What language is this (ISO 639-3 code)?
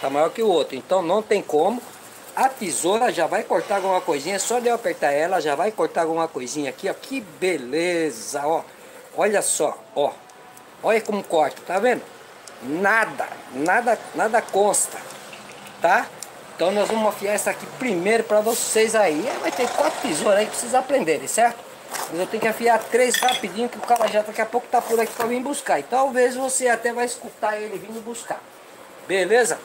por